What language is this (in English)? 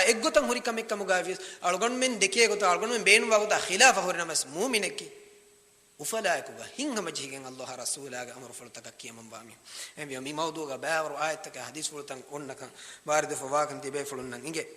Divehi